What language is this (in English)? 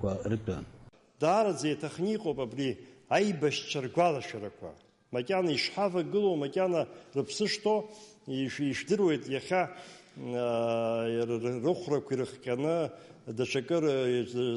Abkhazian